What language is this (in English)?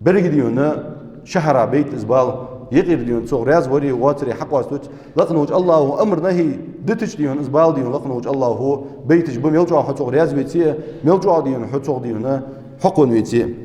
Ingush